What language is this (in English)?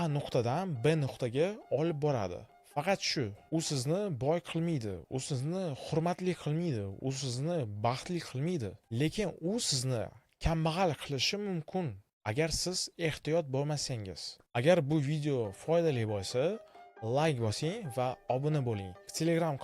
Uzbek